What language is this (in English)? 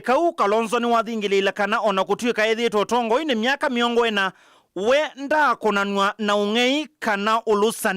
Kamba